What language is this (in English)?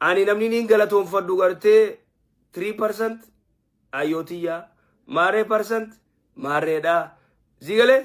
Oromo